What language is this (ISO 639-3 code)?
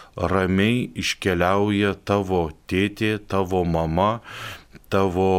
lit